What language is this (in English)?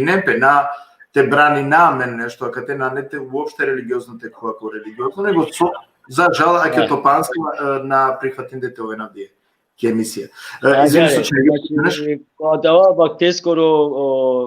Balkan Romani